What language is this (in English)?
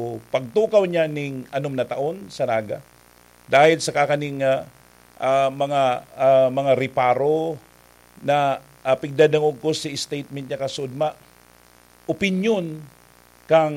Bikol